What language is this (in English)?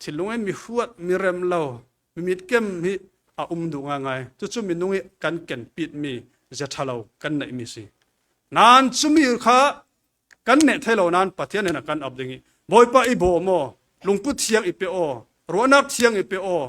Falam Chin